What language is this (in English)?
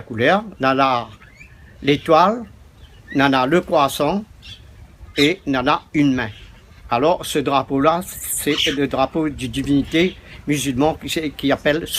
Réunion Creole French